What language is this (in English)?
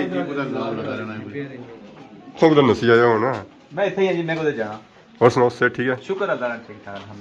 Pahari-Potwari